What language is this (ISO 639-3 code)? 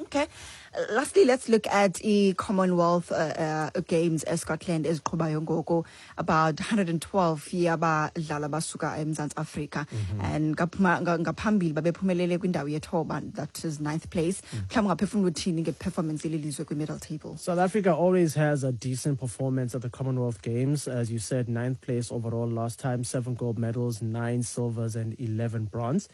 xho